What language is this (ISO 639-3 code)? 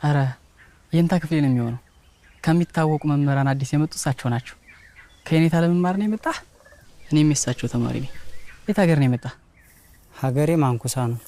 amh